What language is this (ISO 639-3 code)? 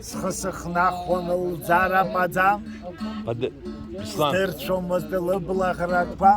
abk